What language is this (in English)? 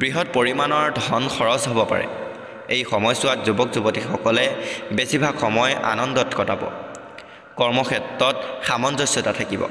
Assamese